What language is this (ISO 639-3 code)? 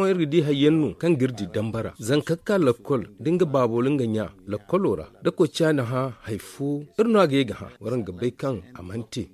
dje